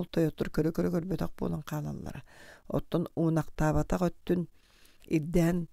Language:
Yakut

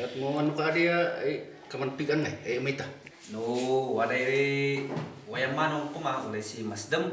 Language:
Kankanaey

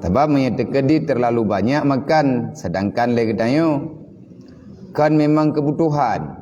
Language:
Achinese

